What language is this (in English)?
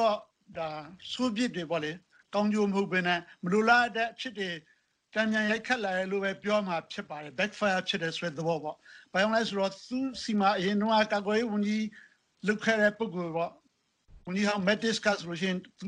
Burmese